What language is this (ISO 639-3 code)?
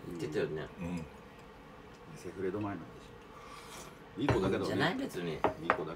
jpn